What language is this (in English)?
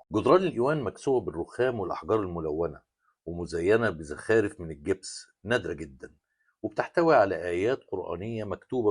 Egyptian Arabic